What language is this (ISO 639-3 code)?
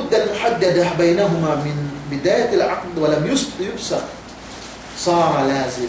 yka